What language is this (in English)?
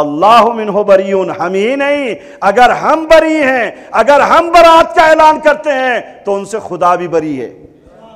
Urdu